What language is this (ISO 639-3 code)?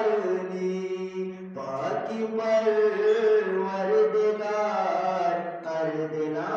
bgp